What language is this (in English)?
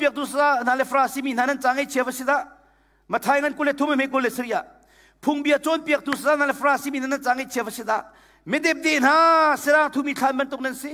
Hakha Chin